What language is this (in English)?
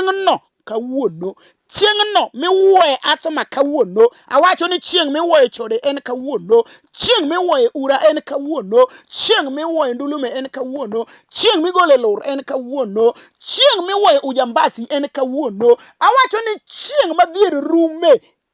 Luo (Kenya and Tanzania)